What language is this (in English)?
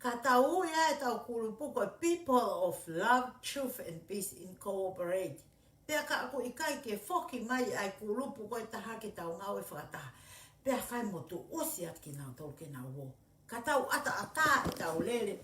Tongan